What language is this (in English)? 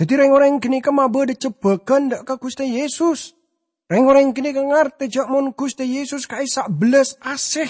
Madurese